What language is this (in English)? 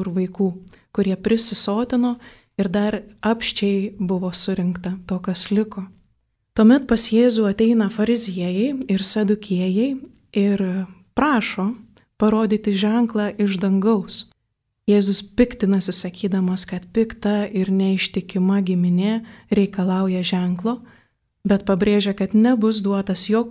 Lithuanian